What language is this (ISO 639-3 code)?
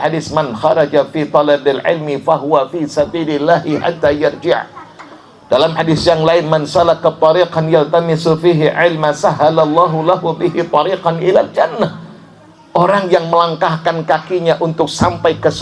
bjn